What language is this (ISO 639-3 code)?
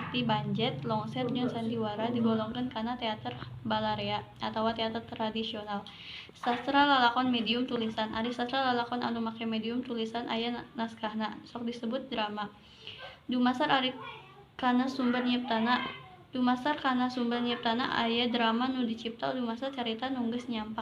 sun